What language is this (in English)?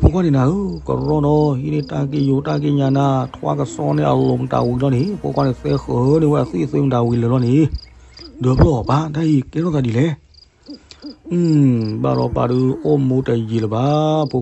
S'gaw Karen